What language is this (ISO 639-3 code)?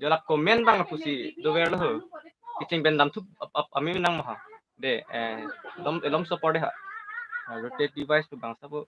mjw